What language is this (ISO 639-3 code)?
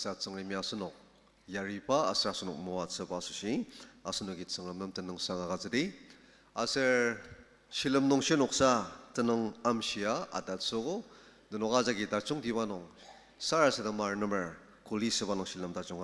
njo